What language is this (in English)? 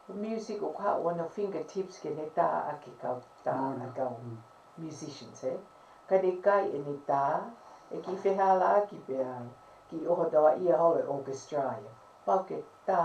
Tongan